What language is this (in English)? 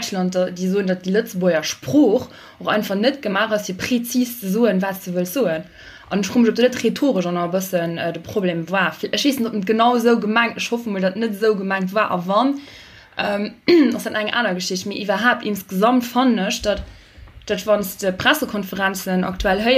Luxembourgish